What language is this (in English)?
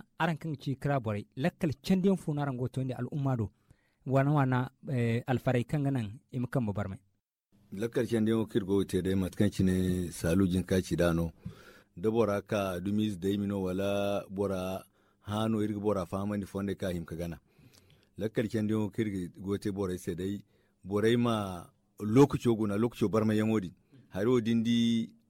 Zarma